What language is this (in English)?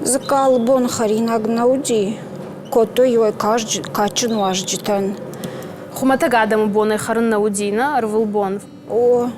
Ossetic